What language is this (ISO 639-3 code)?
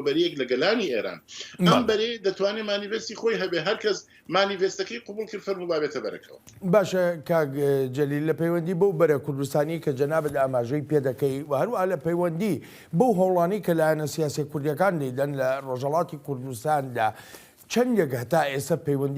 ckb